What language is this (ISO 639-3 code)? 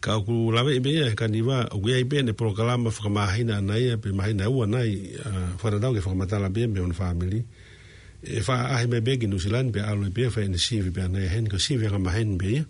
ton